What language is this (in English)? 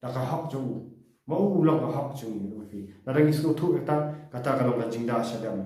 Khasi